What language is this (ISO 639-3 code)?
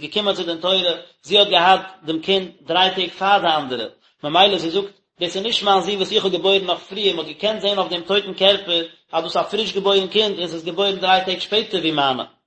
yid